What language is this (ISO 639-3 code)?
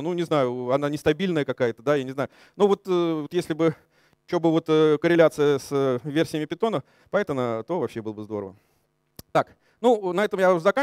rus